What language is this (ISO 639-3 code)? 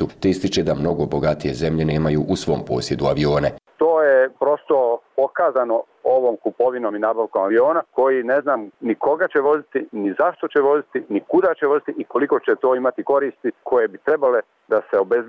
bos